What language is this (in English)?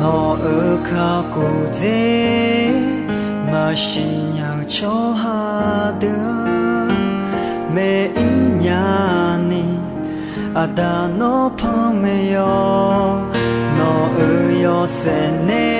Akha